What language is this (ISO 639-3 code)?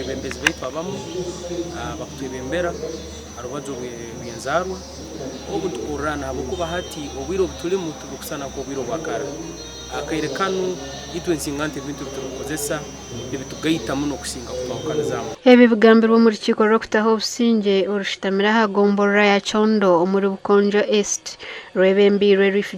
nyn